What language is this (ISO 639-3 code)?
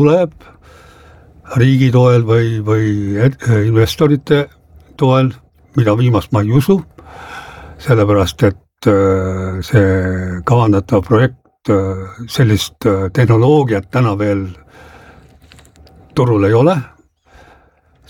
est